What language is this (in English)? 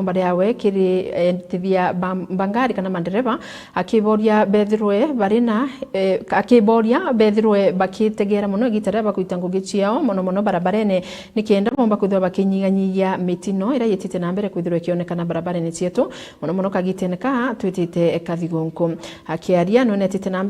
Meru